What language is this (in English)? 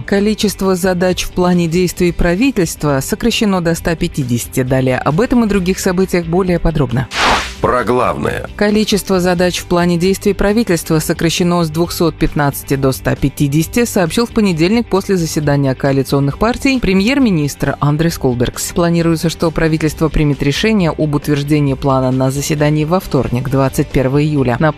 Russian